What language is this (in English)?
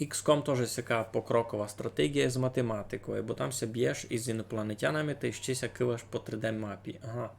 Rusyn